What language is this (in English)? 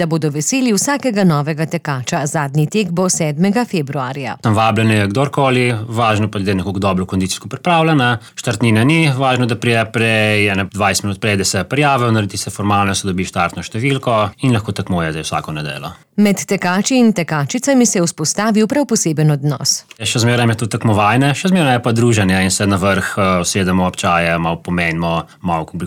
Slovenian